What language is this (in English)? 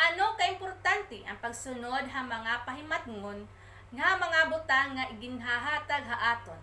Waray